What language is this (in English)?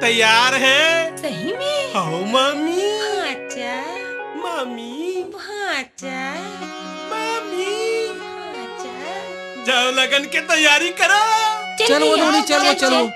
Chhattisgarhi